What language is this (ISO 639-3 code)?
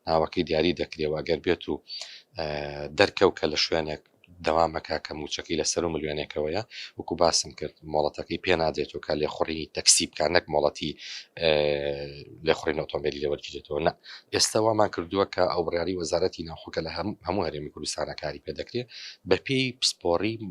ckb